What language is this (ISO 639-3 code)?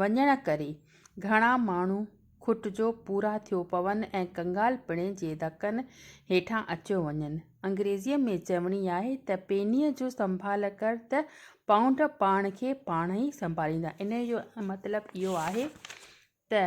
snd